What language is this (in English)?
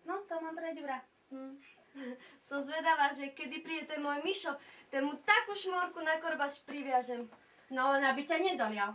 Slovak